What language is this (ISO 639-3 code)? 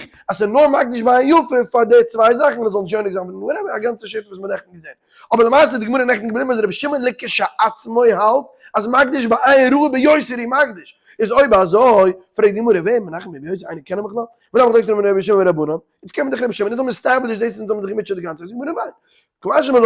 yid